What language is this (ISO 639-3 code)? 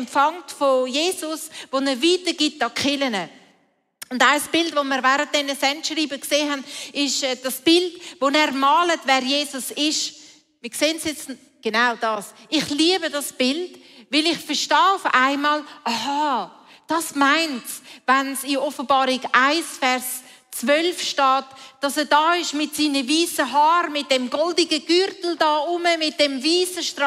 gsw